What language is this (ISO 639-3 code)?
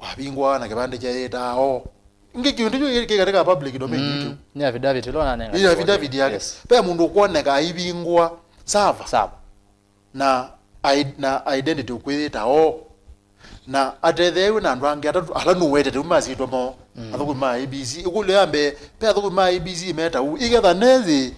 kam